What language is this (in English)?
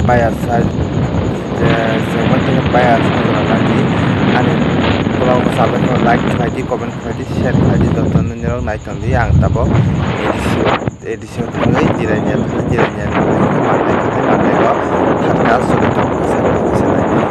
Kok Borok